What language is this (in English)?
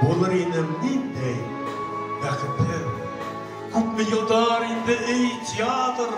Bashkir